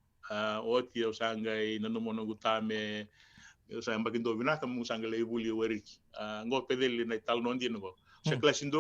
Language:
Fijian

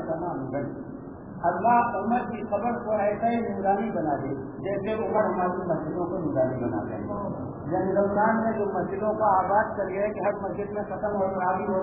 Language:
Urdu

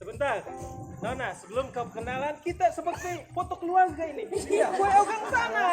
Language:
Banjar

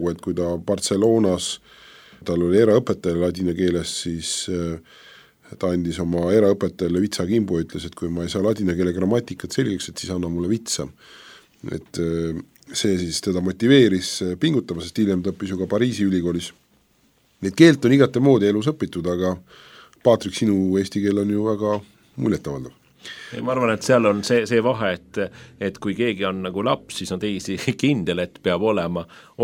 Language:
Estonian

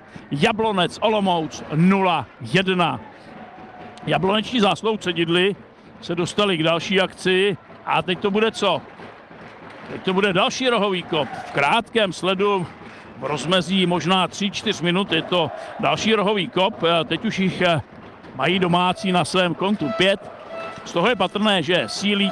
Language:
Czech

